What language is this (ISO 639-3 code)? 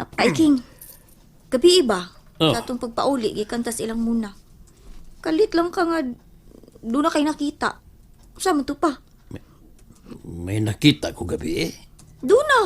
ceb